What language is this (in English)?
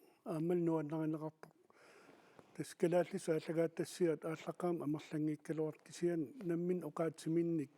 Kalaallisut